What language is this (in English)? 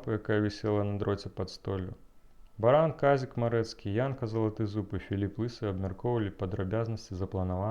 Belarusian